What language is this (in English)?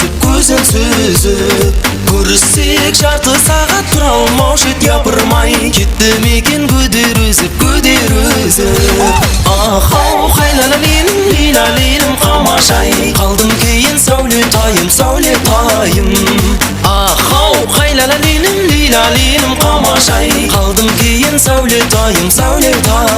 Kara-Kalpak